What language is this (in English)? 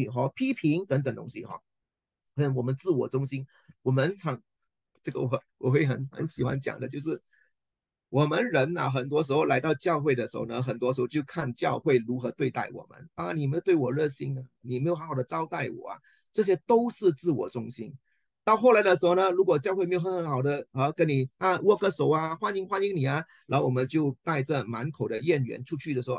Chinese